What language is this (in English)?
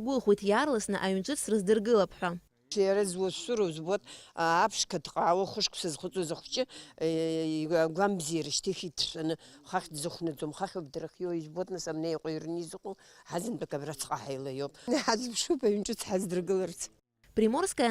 Abkhazian